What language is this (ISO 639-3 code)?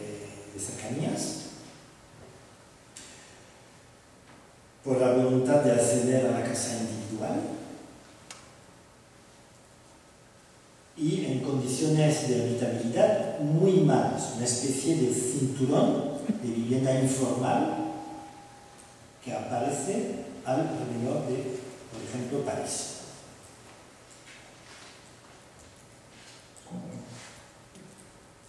spa